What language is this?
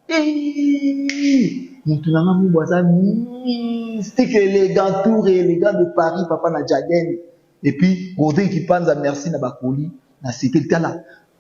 Lingala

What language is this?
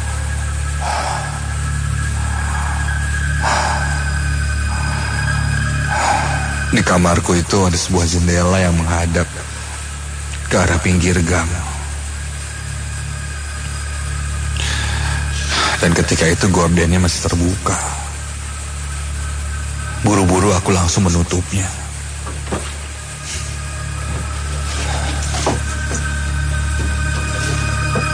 Indonesian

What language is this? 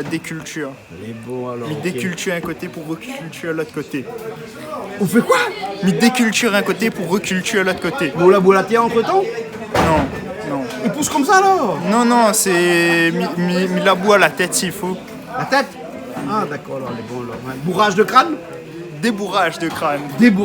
Réunion Creole French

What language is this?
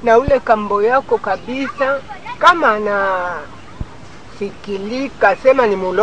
Swahili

